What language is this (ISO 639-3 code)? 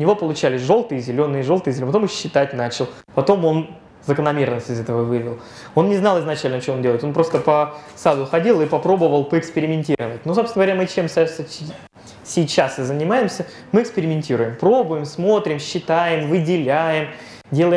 rus